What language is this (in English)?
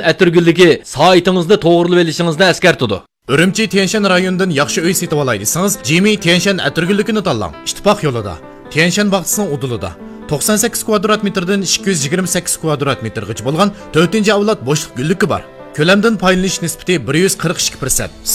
Uyghur